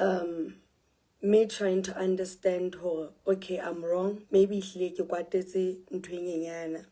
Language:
Southern Sotho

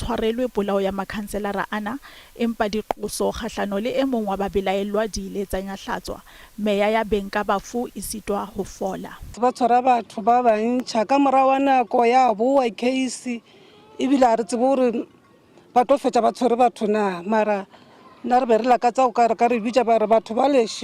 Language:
Southern Sotho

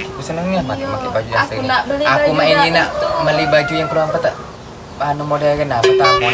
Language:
Musi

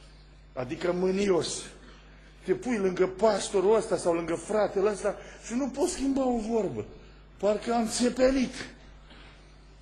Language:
Romanian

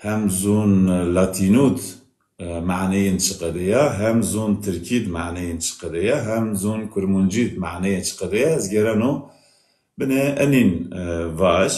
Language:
Zaza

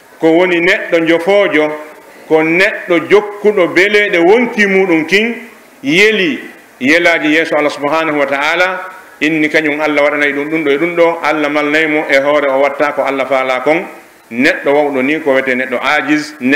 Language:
Pular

